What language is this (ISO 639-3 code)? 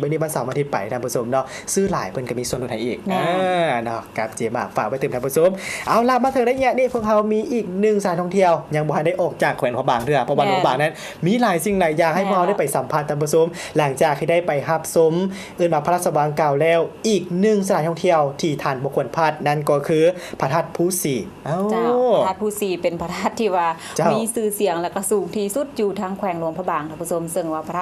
lao